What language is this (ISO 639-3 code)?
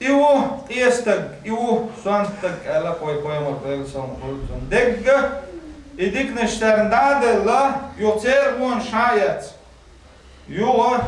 che